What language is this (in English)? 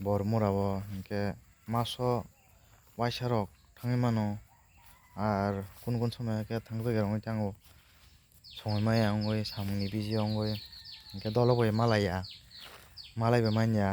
Kok Borok